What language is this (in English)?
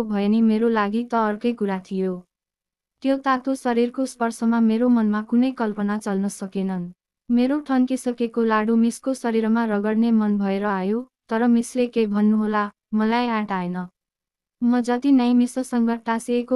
Nepali